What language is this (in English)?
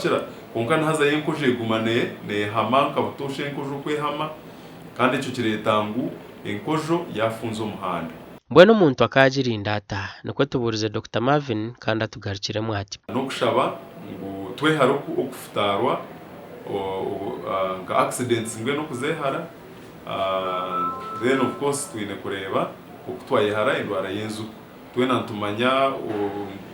Nyankole